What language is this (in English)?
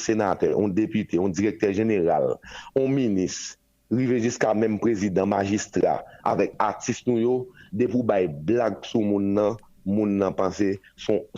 Haitian Creole